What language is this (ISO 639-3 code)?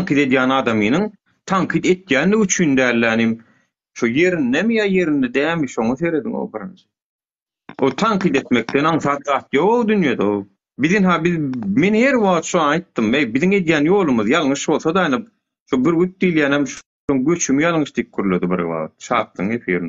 tuk